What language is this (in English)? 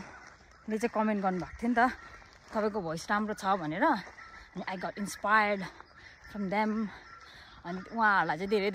Nepali